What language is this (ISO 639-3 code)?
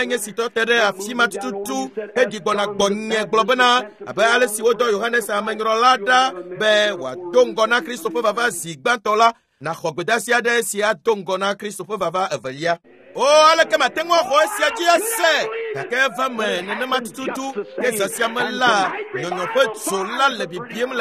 ewe